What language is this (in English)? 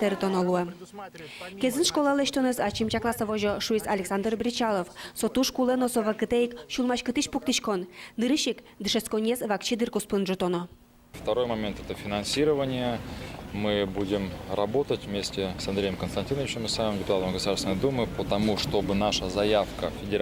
Udmurt